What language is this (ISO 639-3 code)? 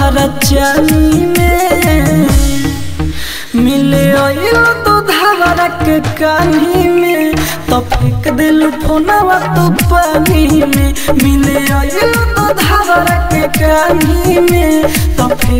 bho